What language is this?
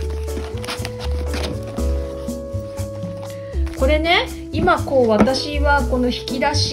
Japanese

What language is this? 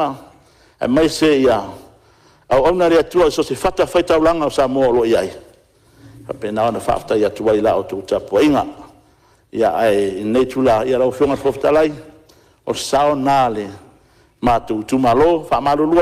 Samoan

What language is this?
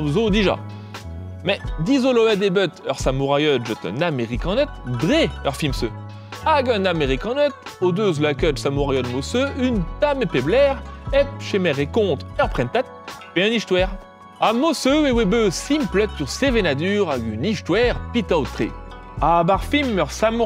Breton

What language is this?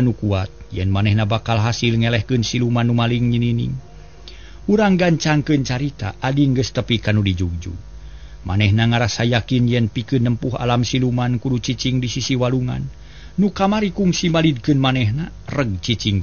Sundanese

